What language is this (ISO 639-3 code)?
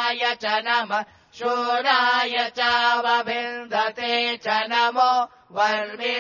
san